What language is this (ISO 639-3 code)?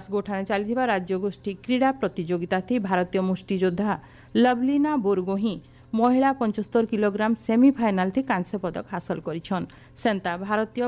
ori